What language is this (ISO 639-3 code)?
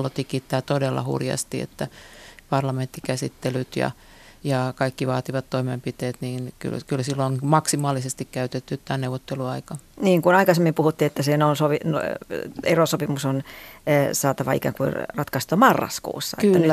fin